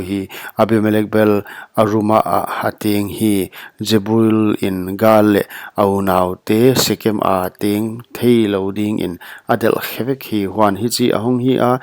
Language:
Paite Chin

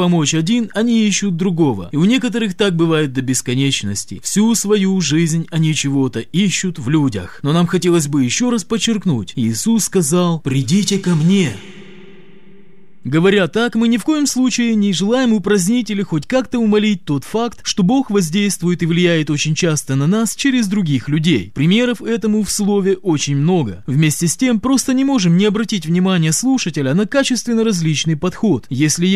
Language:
Russian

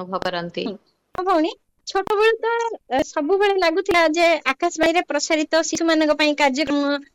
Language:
Odia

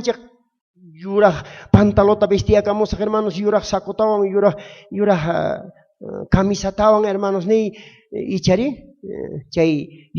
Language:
South Bolivian Quechua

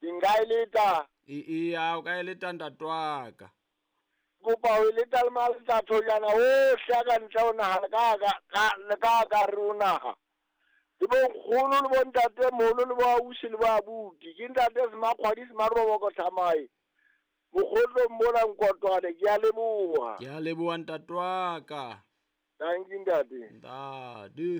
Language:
Southern Sotho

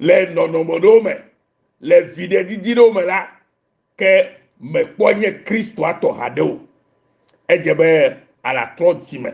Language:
Ewe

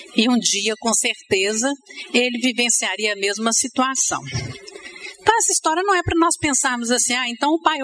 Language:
Portuguese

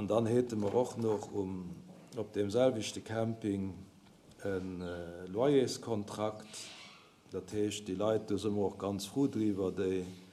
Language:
Luxembourgish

